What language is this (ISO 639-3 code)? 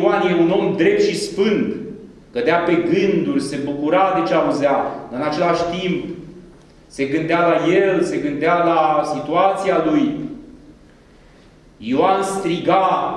ron